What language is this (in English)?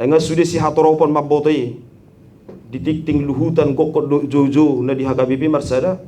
Batak Toba